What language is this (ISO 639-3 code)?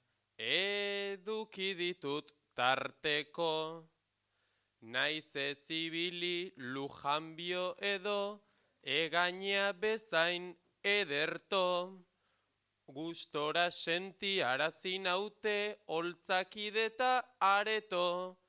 eus